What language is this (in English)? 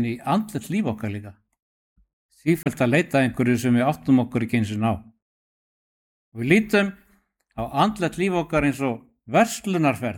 Icelandic